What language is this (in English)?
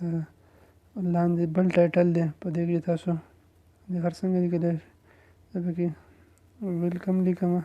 Pashto